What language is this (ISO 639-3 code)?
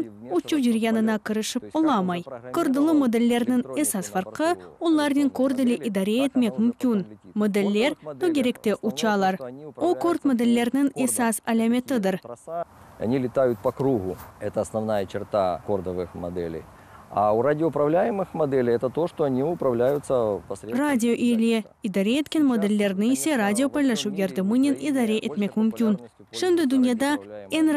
crh